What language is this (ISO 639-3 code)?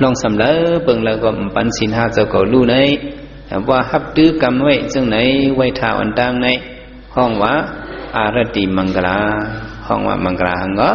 shn